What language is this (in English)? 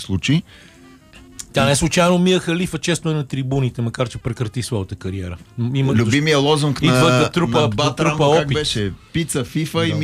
Bulgarian